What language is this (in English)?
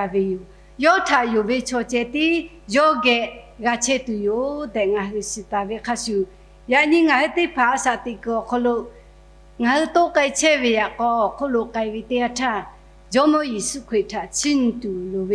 Lahu